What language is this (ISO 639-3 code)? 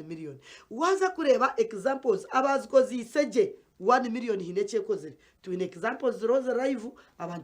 nyn